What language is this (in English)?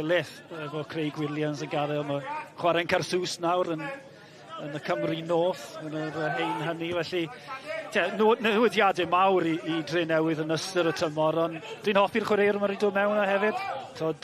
Welsh